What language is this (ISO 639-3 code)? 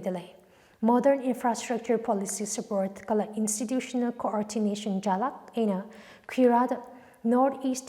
nmf